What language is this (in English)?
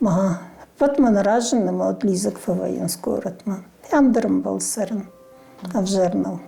Ossetic